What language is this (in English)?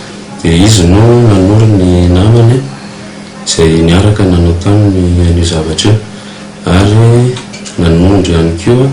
Malagasy